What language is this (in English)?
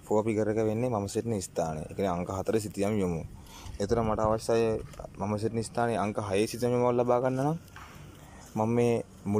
Sinhala